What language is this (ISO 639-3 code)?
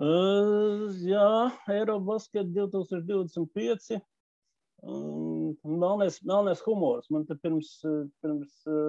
lav